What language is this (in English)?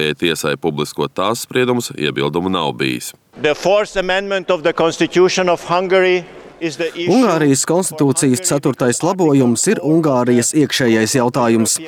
Latvian